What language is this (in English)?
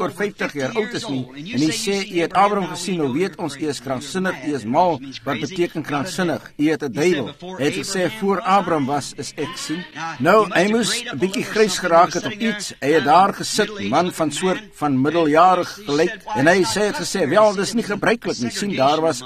Afrikaans